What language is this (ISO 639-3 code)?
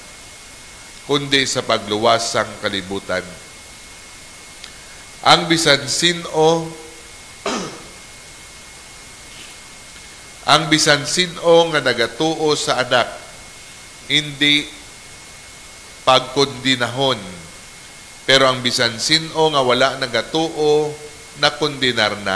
hil